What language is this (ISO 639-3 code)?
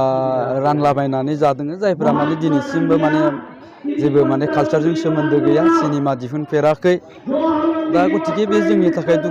brx